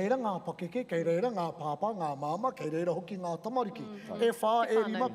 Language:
Māori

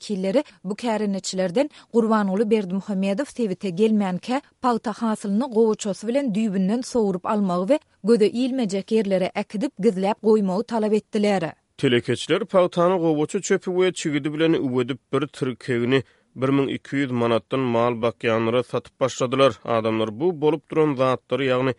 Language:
Turkmen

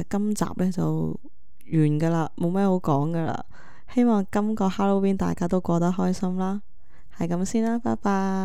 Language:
Cantonese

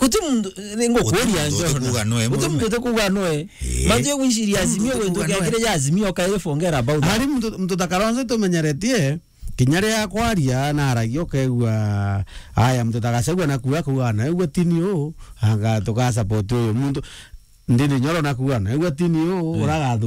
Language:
Meru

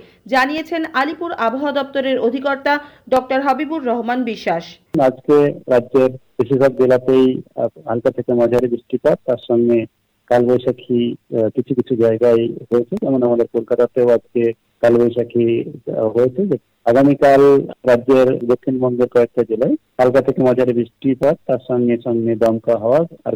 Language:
Bangla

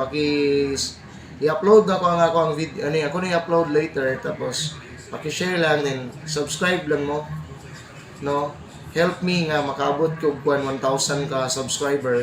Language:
Cebuano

